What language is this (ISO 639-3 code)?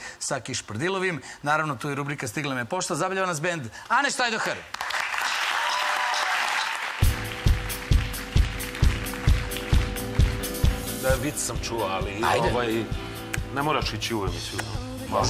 srp